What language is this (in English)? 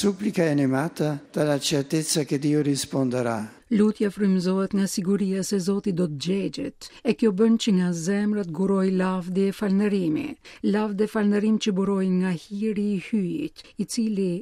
Albanian